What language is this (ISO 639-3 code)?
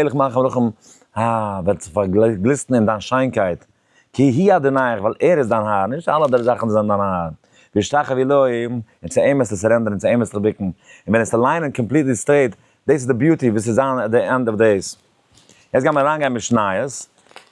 yid